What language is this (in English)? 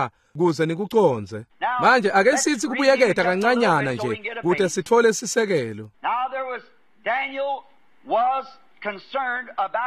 Swati